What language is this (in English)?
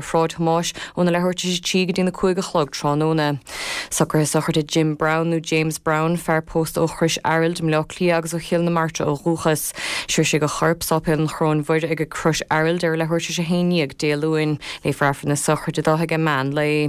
Irish